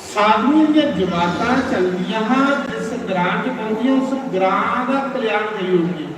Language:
Dogri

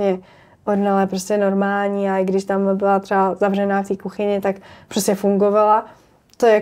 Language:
Czech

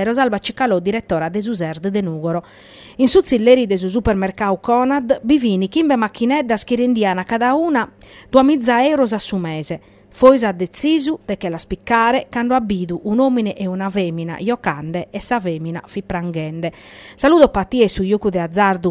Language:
Sardinian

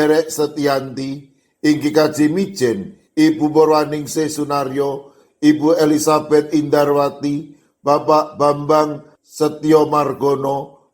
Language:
Javanese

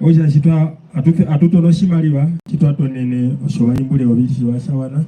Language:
Herero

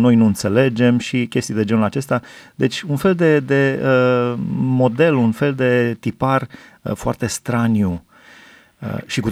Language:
Romanian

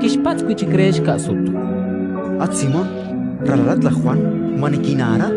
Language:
Kekchí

